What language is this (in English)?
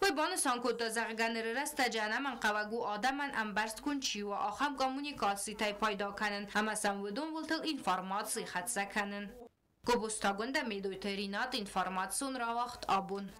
Ossetic